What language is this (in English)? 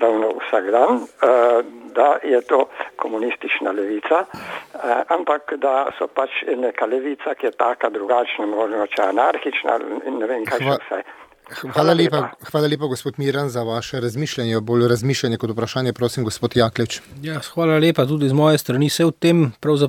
Slovenian